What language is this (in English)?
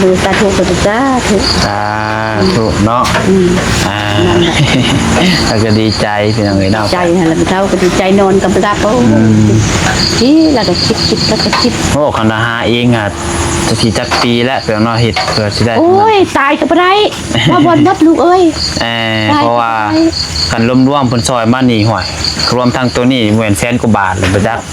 Northeastern Thai